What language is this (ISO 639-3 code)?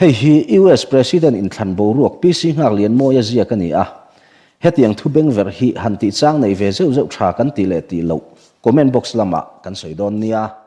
lus